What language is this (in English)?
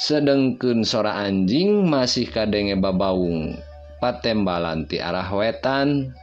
Sundanese